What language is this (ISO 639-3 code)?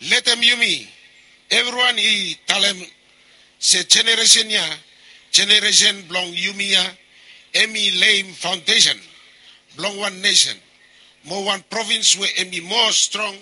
bis